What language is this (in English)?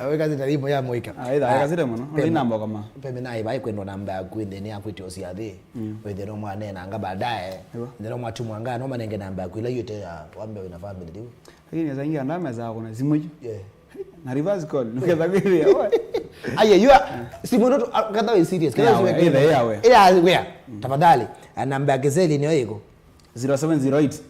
Kamba